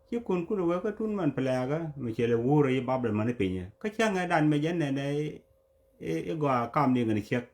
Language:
Nuer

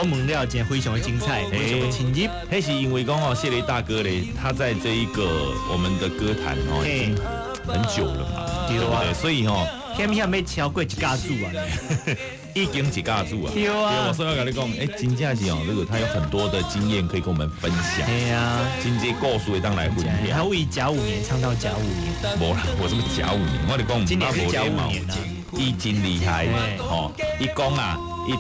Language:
Min Nan Chinese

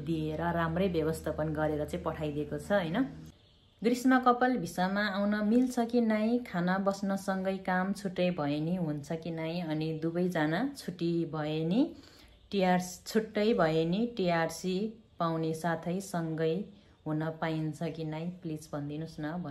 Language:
Nepali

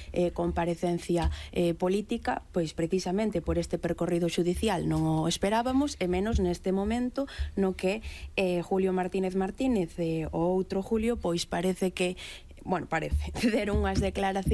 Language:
Galician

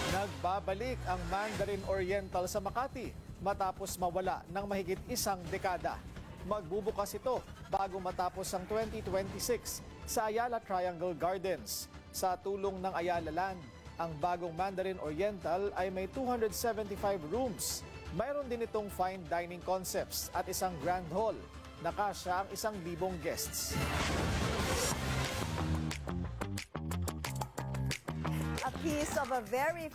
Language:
Filipino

